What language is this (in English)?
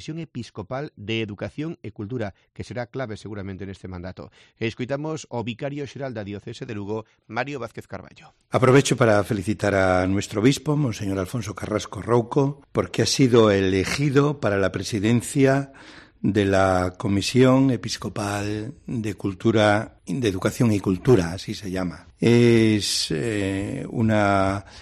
Galician